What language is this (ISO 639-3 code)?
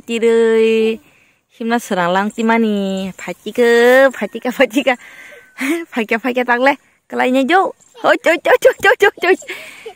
trp